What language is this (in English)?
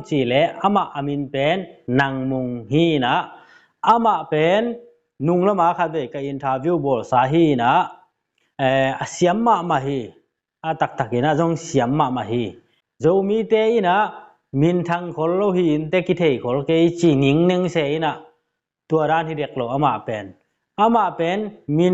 Tedim Chin